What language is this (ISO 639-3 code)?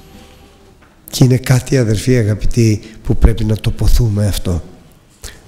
ell